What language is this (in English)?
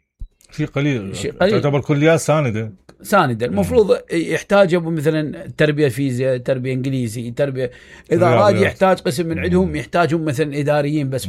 Mesopotamian Arabic